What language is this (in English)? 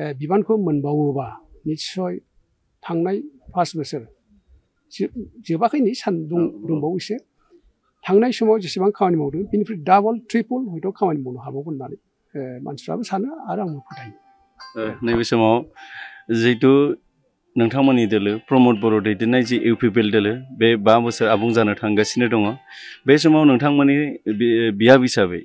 Bodo